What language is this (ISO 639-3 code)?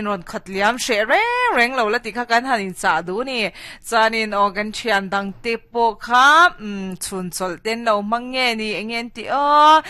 lus